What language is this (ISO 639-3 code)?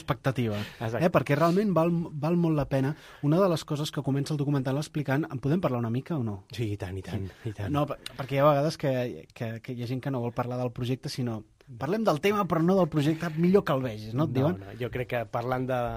cat